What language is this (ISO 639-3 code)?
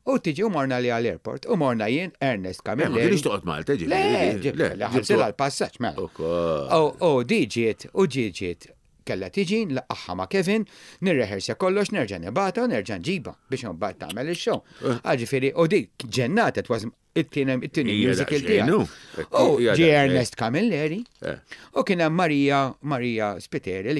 mlt